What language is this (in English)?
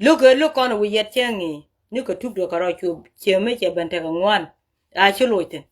Nuer